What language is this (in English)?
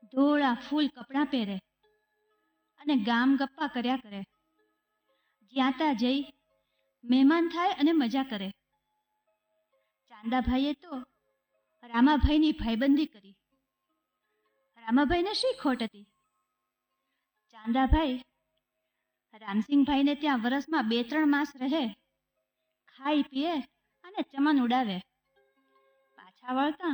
Gujarati